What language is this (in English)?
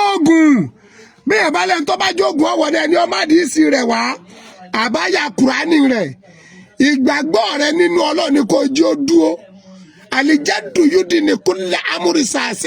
Yoruba